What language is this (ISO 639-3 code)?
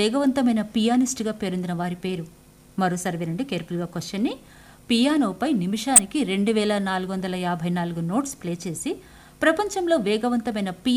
tel